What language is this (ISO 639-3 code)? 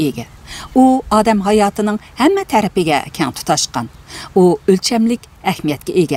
uig